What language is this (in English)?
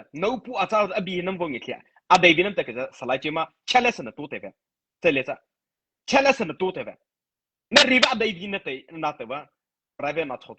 Mara Chin